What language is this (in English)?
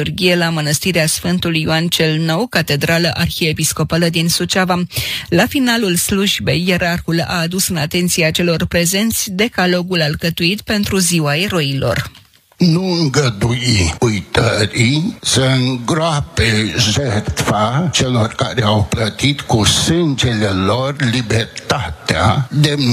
Romanian